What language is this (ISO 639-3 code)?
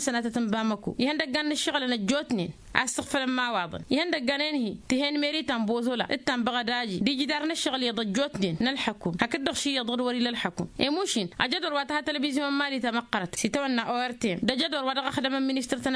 taq